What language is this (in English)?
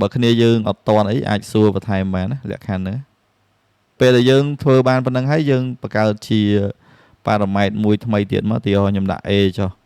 Khmer